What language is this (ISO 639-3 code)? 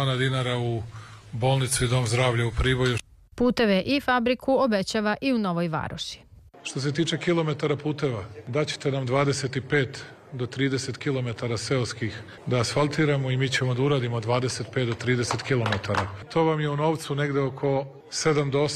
srp